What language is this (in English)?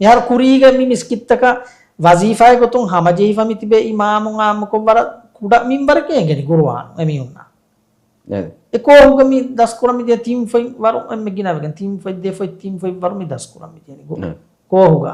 Divehi